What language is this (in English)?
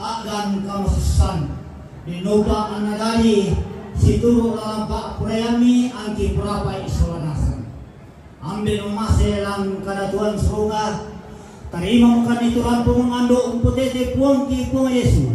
Toraja-Sa'dan